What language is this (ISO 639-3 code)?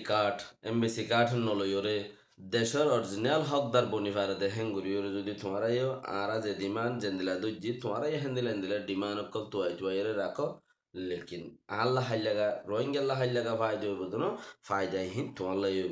rhg